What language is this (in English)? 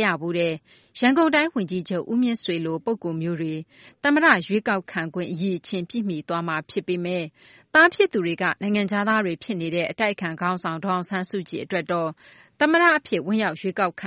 Burmese